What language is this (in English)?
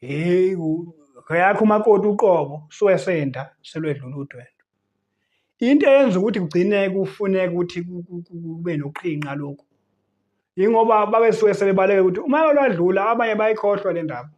Zulu